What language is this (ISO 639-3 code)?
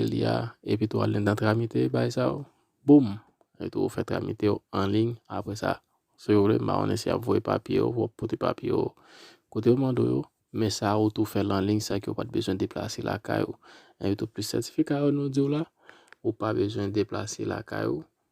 hat